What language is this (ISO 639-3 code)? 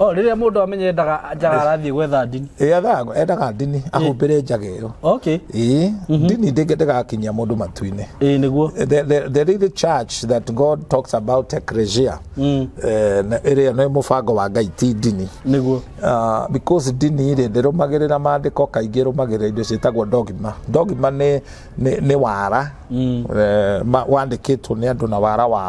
kik